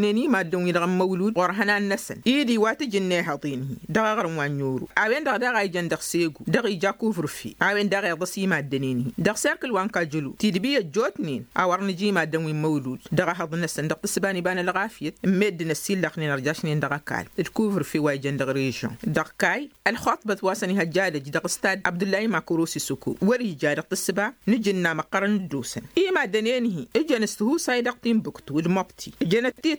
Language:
Tamasheq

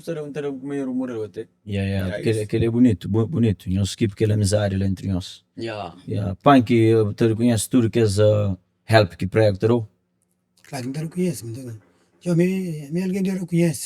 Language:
Kabuverdianu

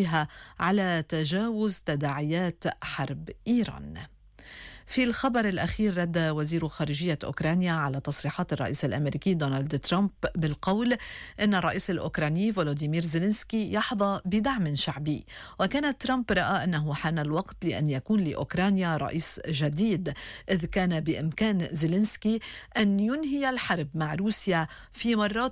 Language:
Arabic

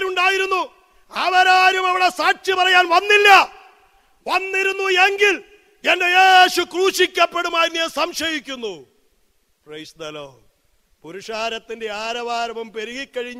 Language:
Malayalam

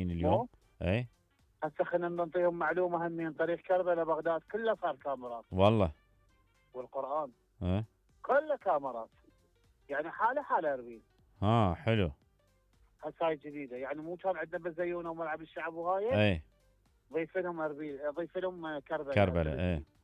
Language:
Mesopotamian Arabic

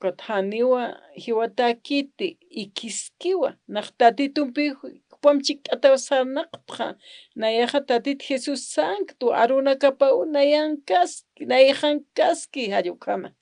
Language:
Aymara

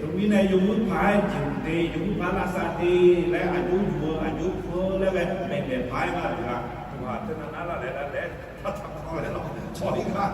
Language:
Akha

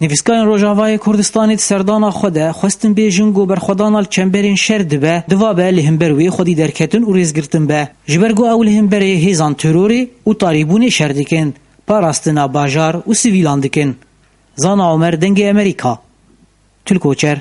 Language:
Kurdish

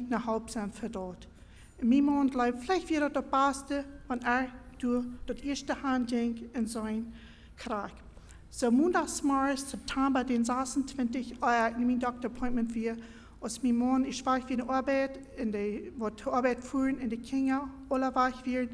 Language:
Plautdietsch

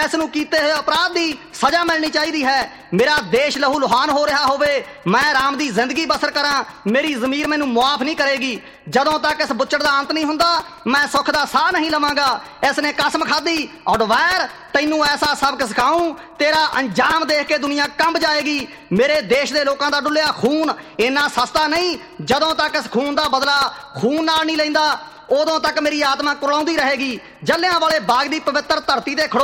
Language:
Punjabi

